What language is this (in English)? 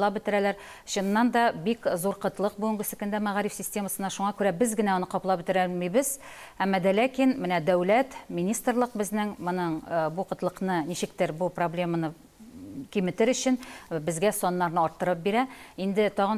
Tatar